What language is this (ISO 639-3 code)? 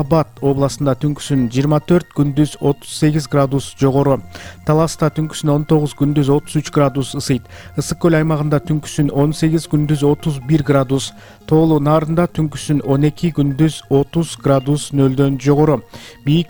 kir